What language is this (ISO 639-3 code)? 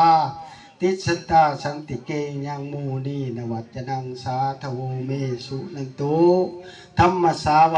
pli